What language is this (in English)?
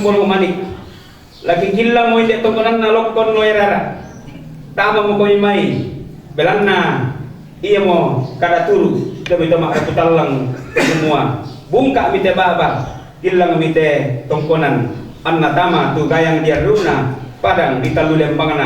Toraja-Sa'dan